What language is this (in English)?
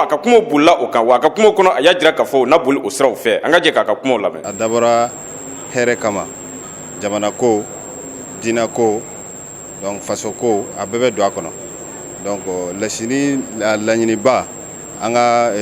Bambara